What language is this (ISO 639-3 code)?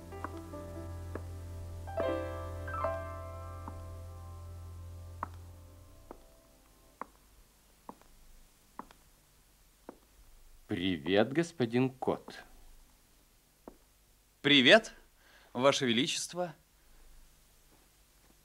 rus